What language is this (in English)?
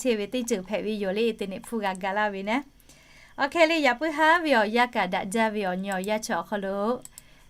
Lahu